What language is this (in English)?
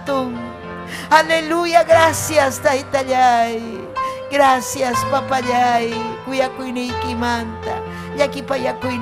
Ayacucho Quechua